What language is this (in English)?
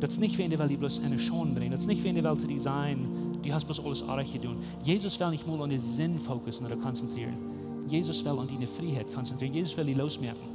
Plautdietsch